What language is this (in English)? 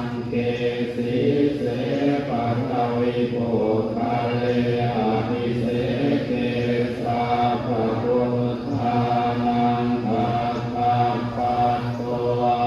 Pali